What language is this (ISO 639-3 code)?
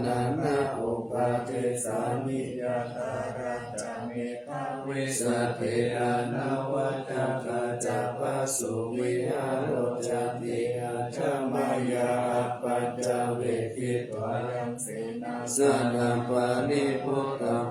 pli